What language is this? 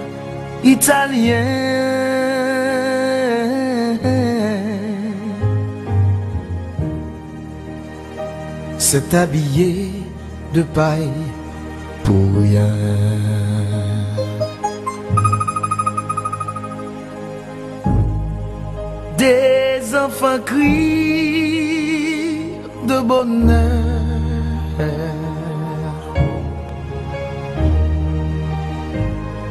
French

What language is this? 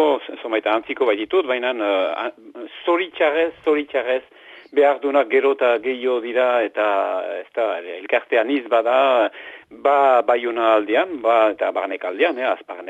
Basque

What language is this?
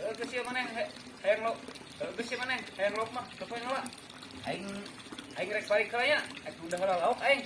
Sundanese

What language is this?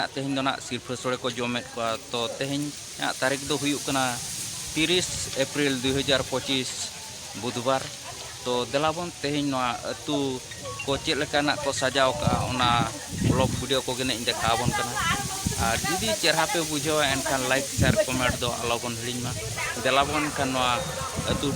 Santali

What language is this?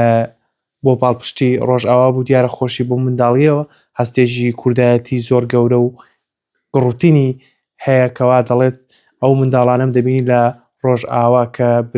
Central Kurdish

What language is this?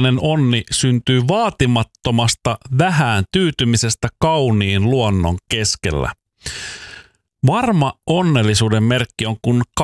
Finnish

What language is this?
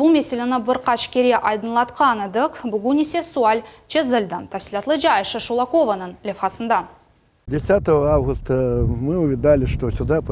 Crimean Tatar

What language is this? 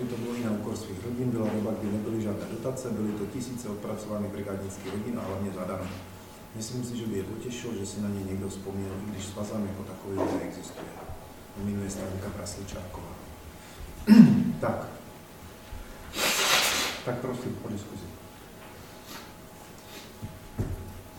Czech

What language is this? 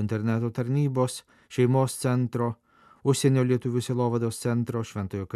Lithuanian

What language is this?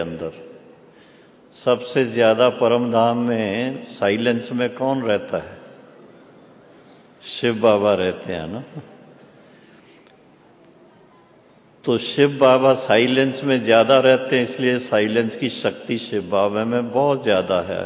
Hindi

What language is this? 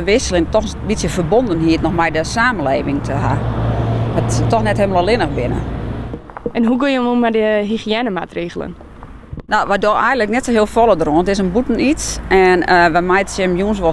Western Frisian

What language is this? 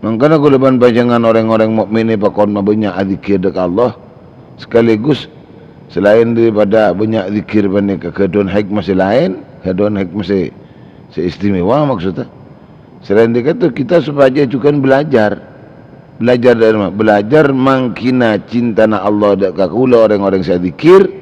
Madurese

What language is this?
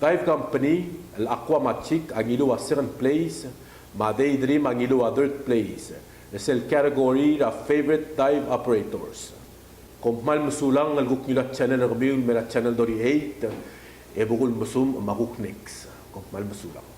Palauan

